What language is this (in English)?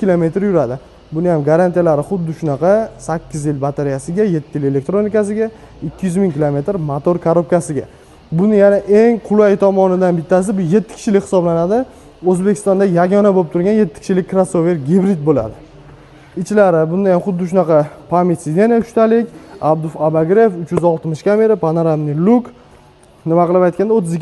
Uzbek